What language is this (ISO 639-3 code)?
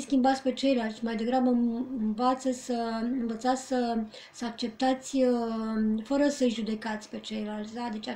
ron